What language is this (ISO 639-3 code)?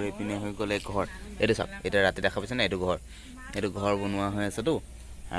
asm